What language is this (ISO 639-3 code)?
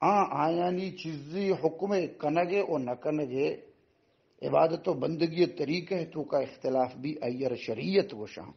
bal